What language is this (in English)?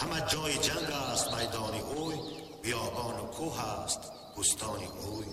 Tajik